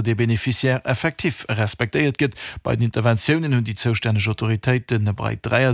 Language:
Luxembourgish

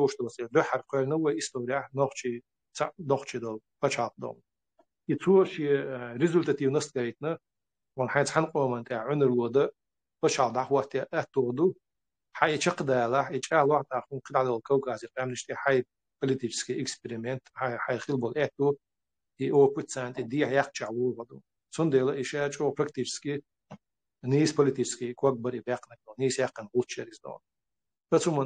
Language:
Chechen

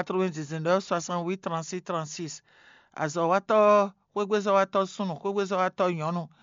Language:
Fon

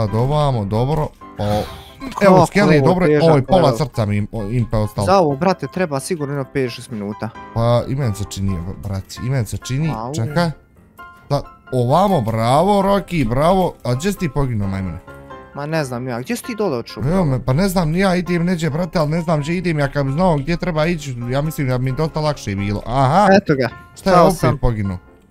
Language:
Bosnian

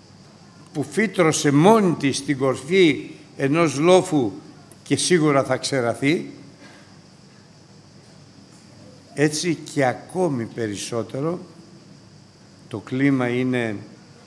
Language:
Greek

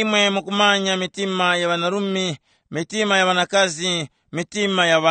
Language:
Tumbuka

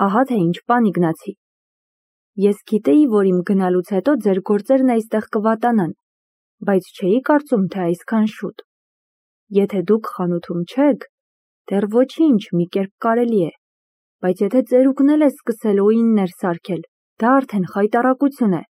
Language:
Armenian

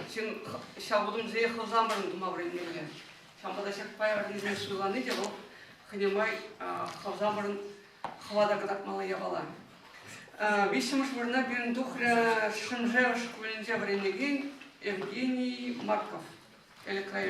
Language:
Chuvash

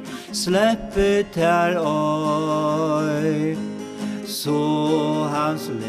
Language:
Faroese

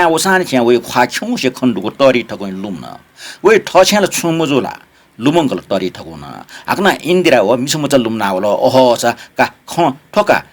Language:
Newari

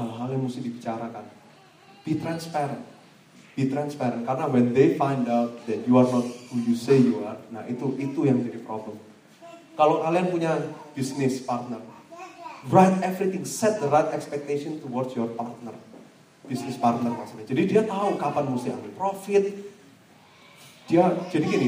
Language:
Indonesian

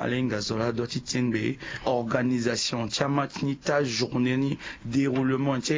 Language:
Sango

